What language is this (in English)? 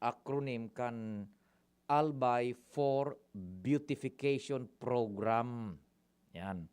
Bikol